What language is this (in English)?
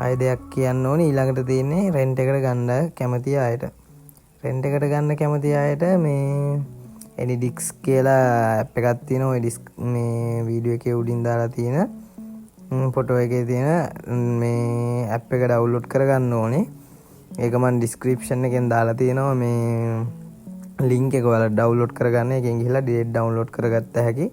Sinhala